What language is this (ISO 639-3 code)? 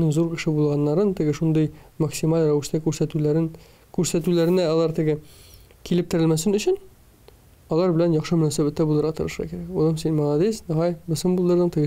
tat